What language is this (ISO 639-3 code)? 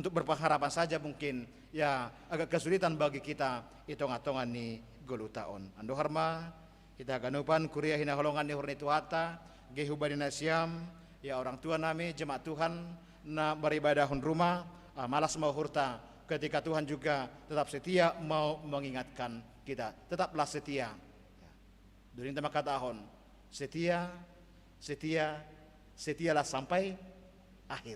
bts